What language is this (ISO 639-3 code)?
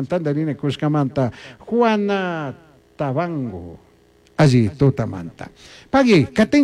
qug